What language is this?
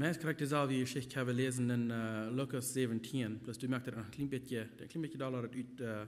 Plautdietsch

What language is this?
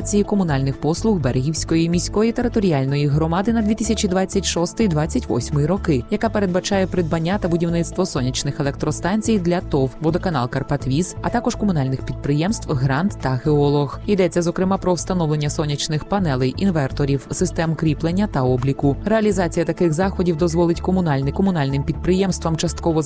Ukrainian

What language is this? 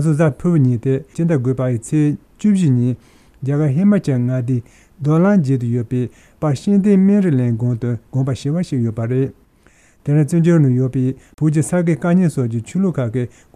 Tibetan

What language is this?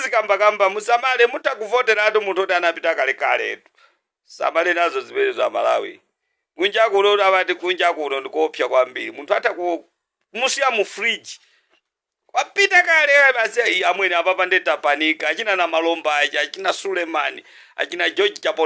Nyanja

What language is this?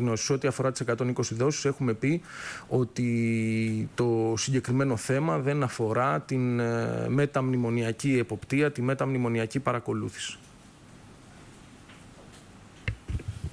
Greek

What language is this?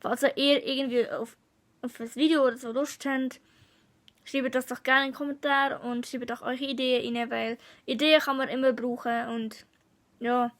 Swiss German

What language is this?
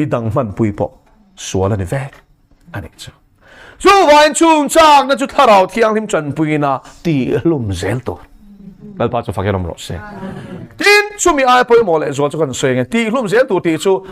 Mizo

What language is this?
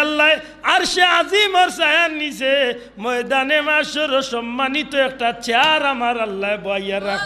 Sylheti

